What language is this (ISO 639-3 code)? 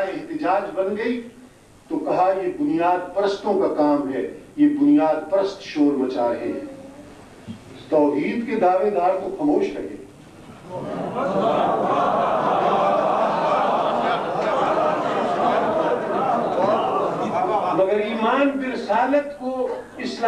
urd